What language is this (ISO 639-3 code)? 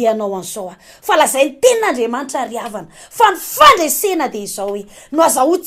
mlg